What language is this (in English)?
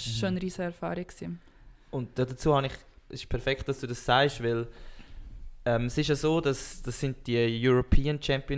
Swiss German